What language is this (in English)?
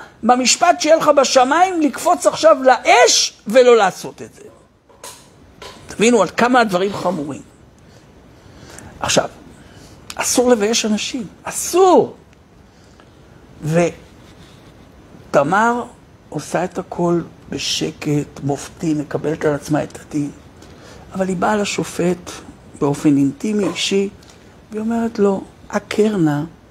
Hebrew